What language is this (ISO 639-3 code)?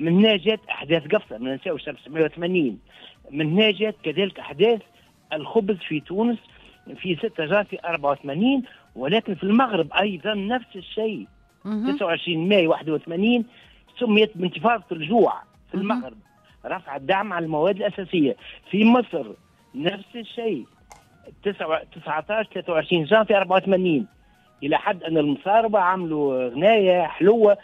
aeb